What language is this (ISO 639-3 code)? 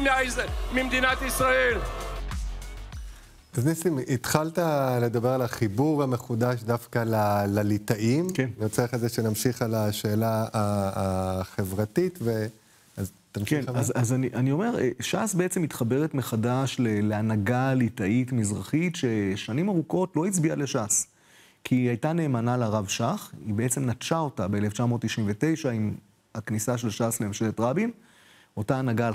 heb